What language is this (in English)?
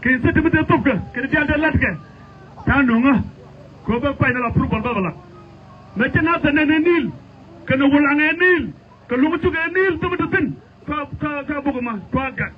Nuer